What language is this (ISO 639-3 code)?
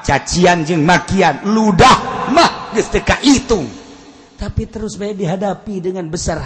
sun